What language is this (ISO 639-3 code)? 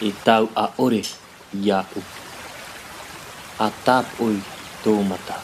tah